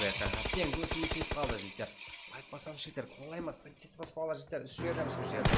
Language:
Kara-Kalpak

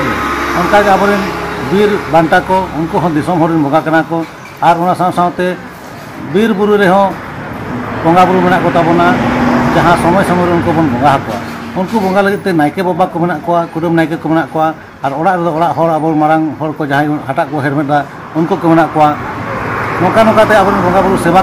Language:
Santali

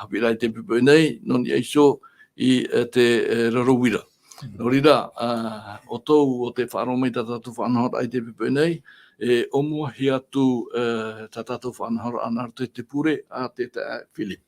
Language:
Tahitian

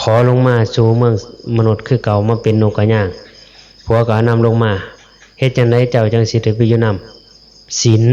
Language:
Northeastern Thai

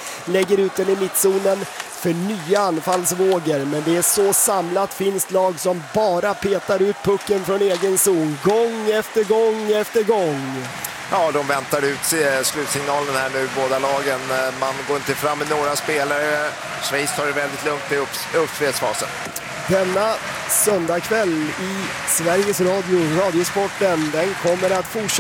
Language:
Swedish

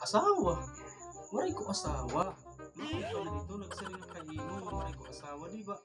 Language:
Waray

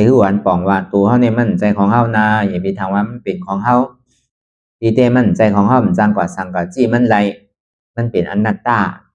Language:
Shan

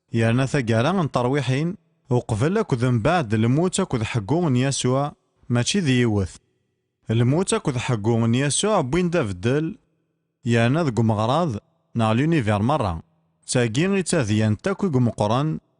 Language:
Kabyle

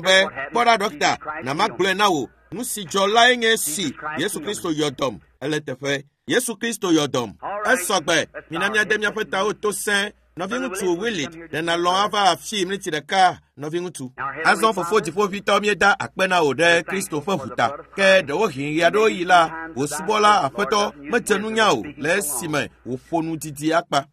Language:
Ewe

